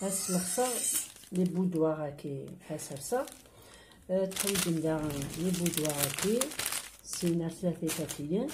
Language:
Kabyle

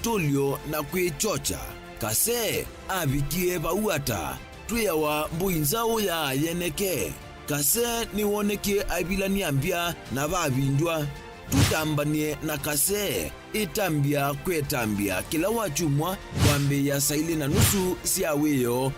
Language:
Kamba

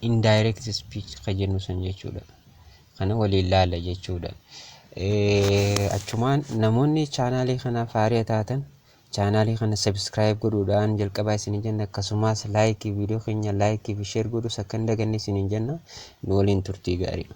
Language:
Oromo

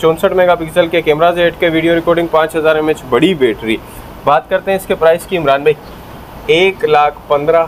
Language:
Hindi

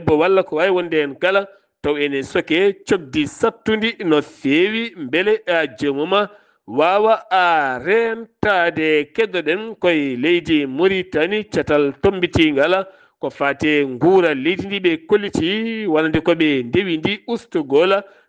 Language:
Fula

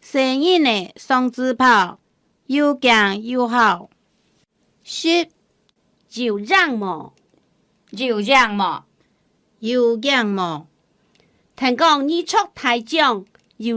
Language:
Hakka Chinese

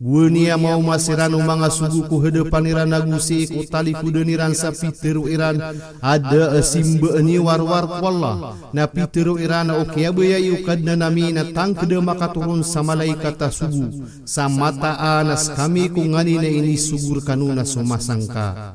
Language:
Maranao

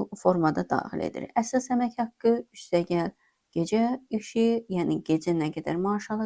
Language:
Azerbaijani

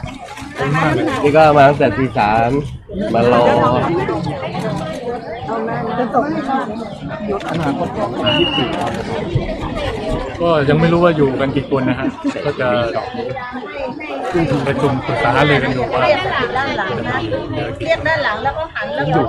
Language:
Thai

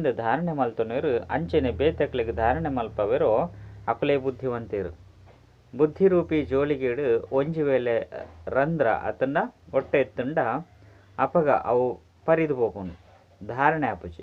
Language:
Tulu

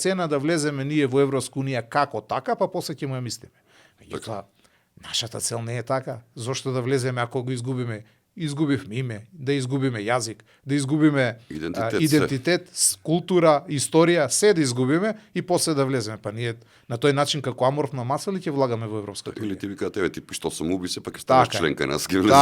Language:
Macedonian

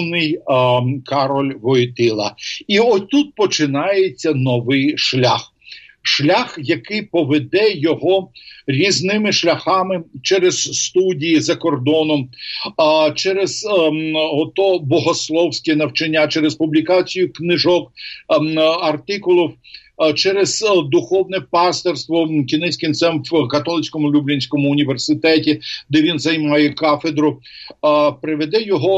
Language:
Ukrainian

